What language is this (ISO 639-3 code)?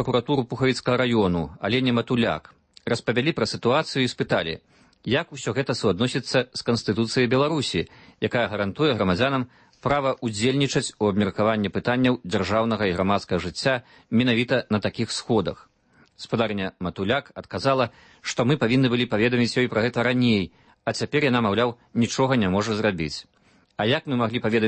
bel